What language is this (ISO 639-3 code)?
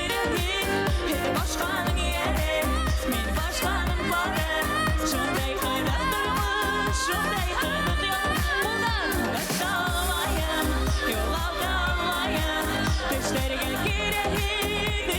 bak